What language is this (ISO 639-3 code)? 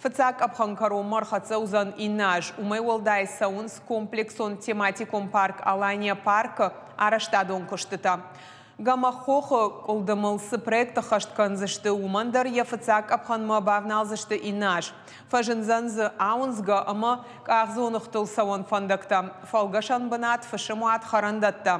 oss